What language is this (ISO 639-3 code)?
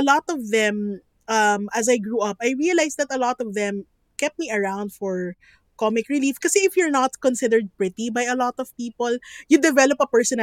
fil